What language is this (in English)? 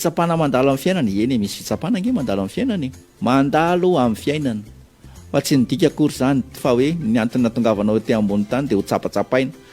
Malagasy